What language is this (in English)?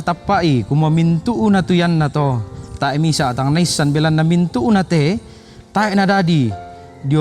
Toraja-Sa'dan